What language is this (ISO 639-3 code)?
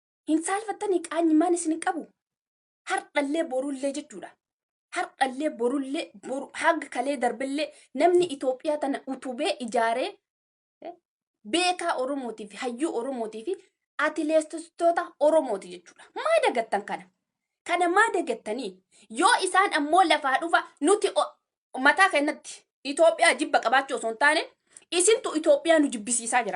orm